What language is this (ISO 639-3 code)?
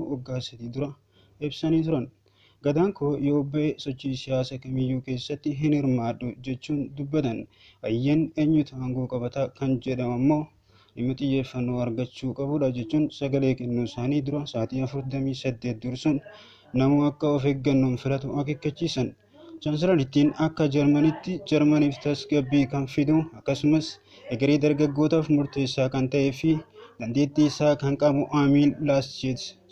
orm